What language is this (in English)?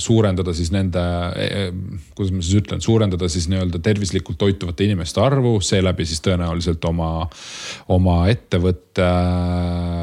Estonian